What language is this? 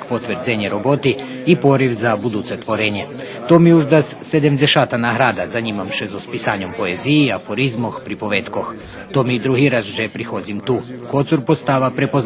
Rusyn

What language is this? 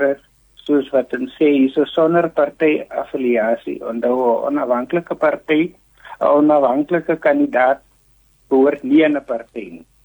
Afrikaans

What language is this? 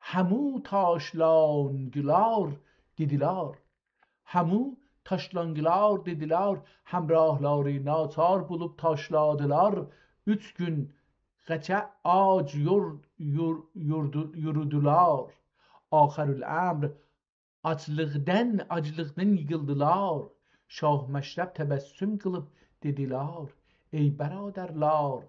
South Azerbaijani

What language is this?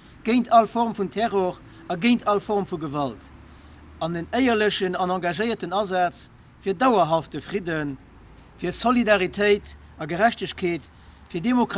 Luxembourgish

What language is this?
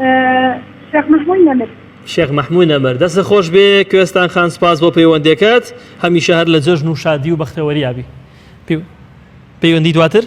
Central Kurdish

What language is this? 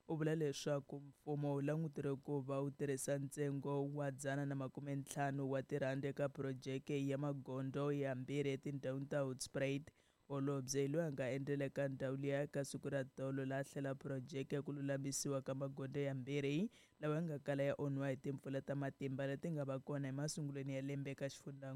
Tsonga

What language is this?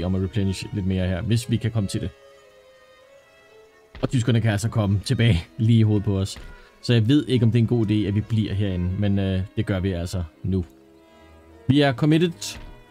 Danish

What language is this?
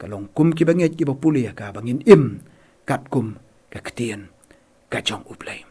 Khasi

